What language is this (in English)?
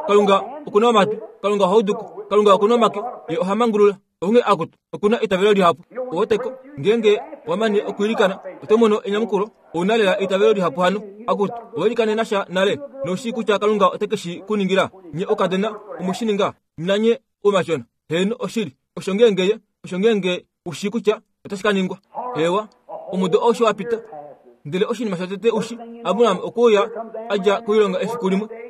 Kuanyama